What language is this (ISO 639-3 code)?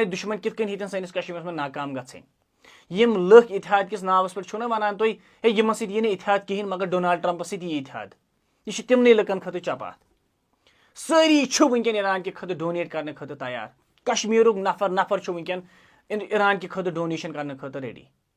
kas